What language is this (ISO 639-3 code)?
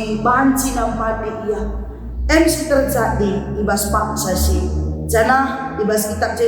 btx